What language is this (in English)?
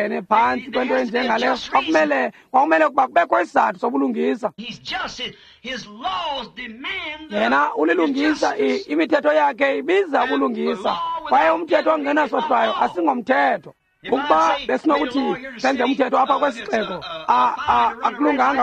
Xhosa